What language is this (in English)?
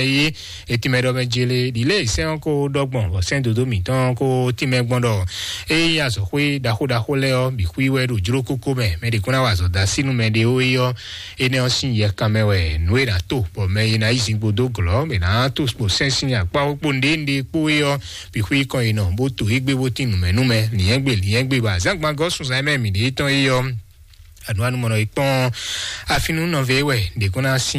Fon